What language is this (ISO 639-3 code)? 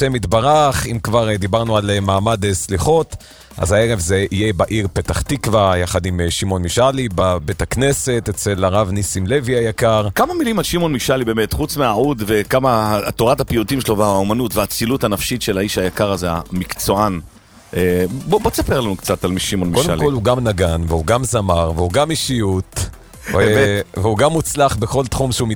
heb